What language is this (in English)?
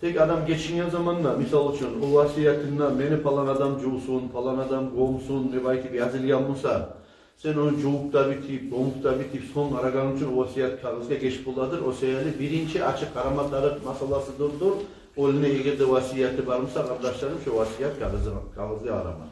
Kumyk